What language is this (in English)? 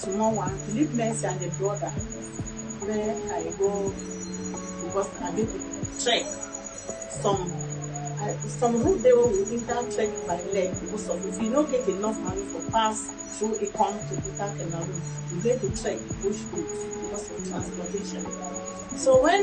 Nigerian Pidgin